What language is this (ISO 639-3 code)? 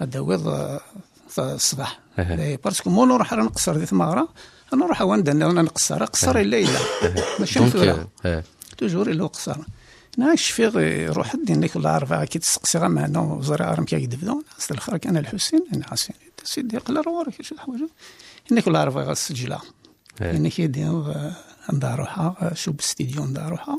kab